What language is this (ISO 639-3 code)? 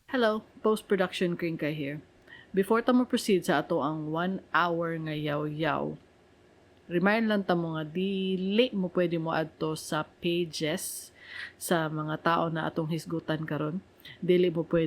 ceb